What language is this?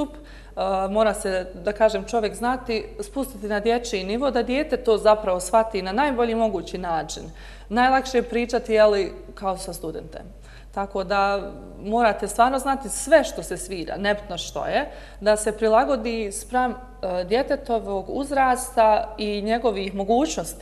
Bosnian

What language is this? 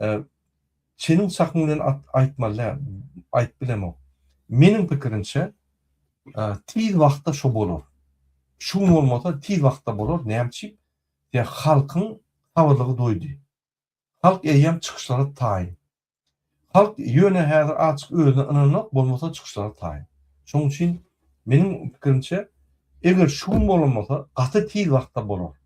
Turkmen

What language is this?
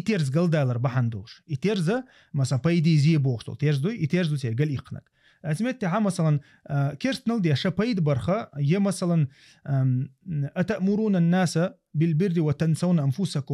Chechen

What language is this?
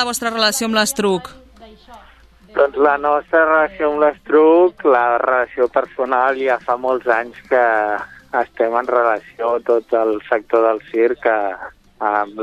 Catalan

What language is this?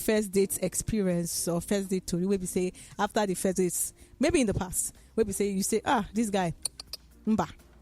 Nigerian Pidgin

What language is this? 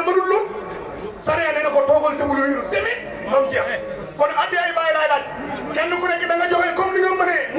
Wolof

